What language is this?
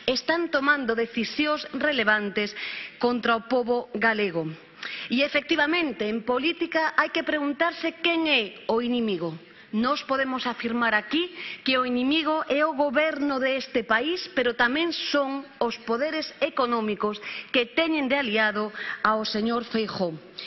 Galician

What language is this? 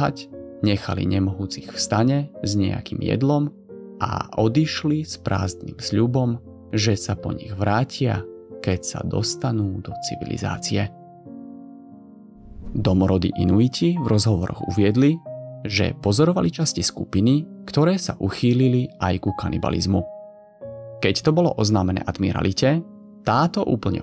Slovak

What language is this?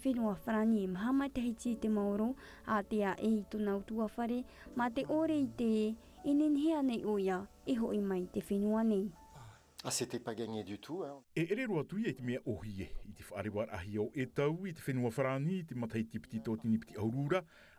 Tahitian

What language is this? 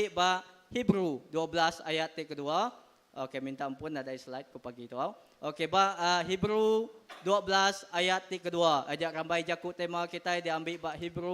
Iban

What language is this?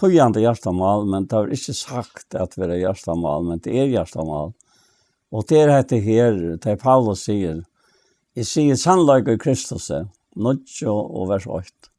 Faroese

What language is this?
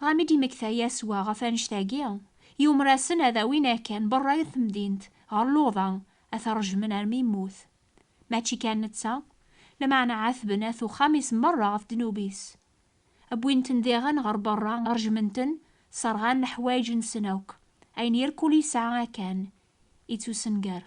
Kabyle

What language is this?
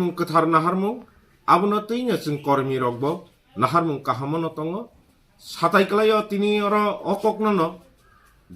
Kok Borok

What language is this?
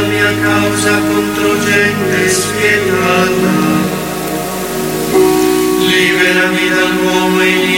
Italian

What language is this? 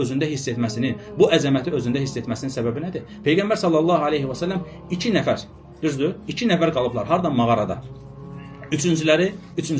Azerbaijani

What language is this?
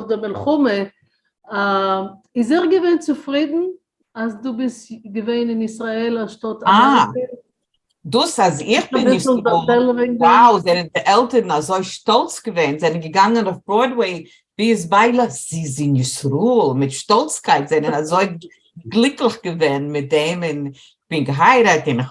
Yiddish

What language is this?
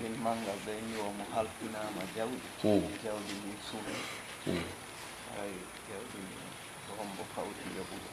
Fula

